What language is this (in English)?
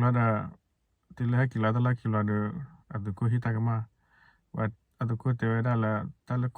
S'gaw Karen